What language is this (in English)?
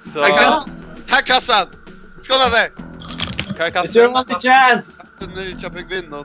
Faroese